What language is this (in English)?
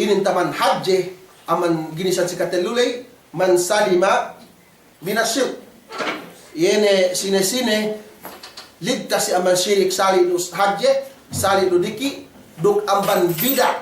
Yakan